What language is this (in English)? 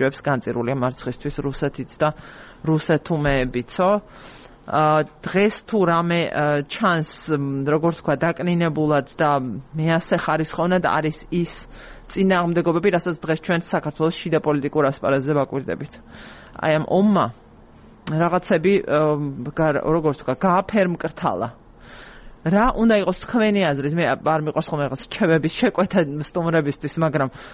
Georgian